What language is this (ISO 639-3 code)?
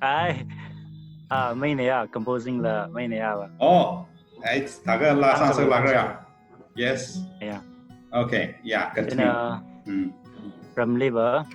nmf